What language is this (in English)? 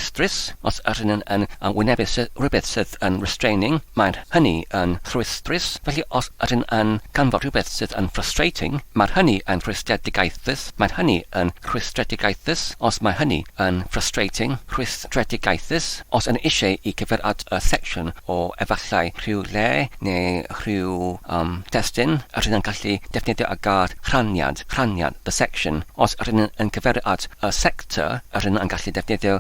Welsh